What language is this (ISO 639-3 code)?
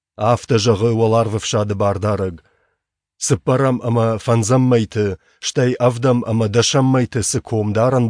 oss